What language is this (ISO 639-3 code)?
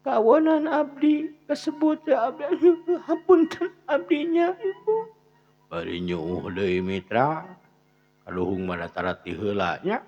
sun